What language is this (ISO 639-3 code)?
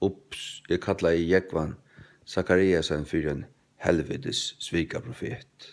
fao